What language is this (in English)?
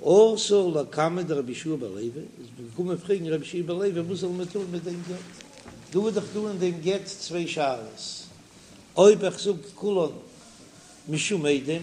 Yiddish